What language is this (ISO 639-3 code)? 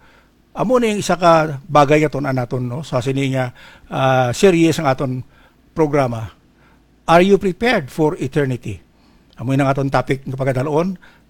hil